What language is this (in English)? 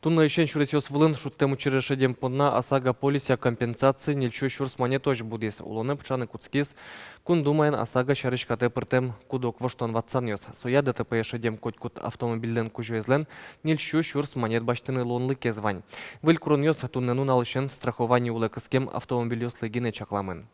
Udmurt